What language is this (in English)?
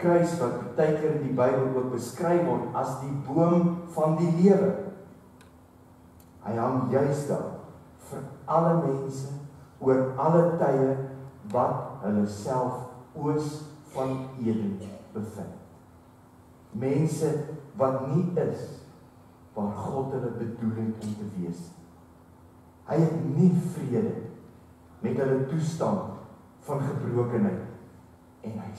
Afrikaans